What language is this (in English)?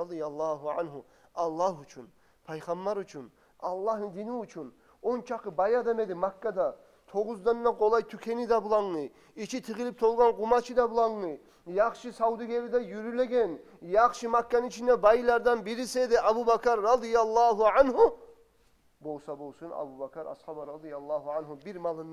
Kumyk